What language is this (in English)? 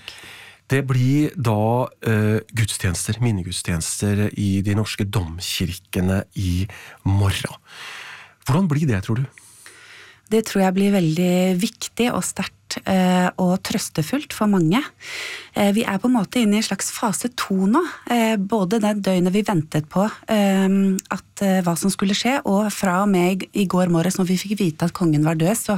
Norwegian